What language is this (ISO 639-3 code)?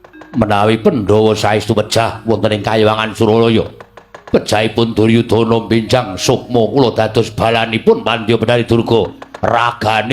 jav